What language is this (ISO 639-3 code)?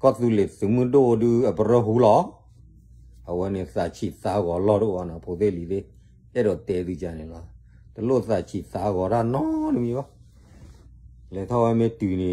ksw